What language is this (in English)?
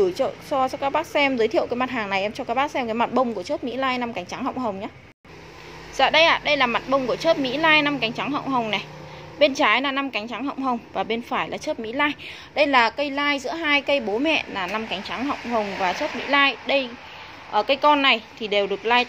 Vietnamese